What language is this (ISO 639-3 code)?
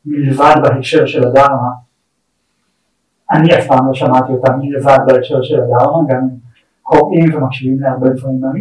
heb